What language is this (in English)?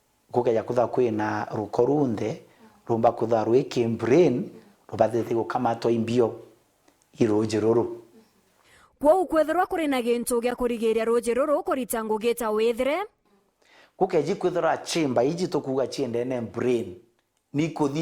Meru